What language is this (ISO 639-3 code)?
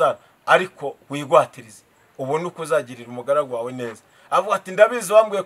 kin